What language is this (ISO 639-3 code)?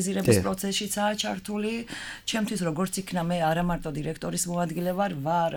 kat